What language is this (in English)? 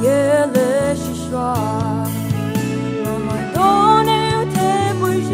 Poumei Naga